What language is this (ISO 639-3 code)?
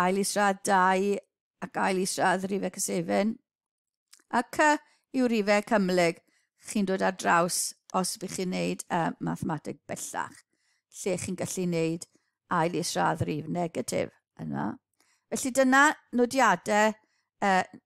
cym